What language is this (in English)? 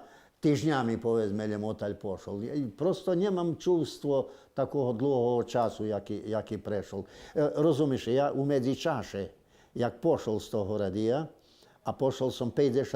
Rusyn